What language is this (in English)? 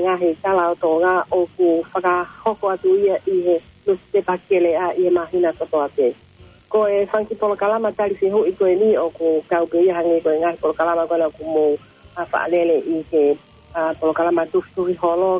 Tongan